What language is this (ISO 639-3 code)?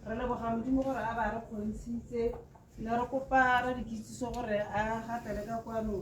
tsn